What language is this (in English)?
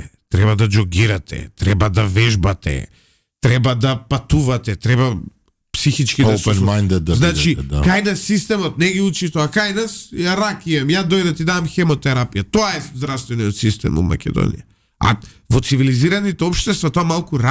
Macedonian